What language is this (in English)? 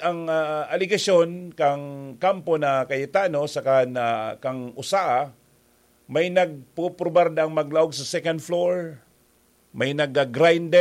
Bikol